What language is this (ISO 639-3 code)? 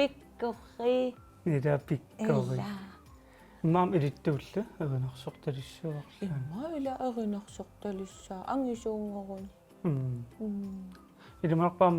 kal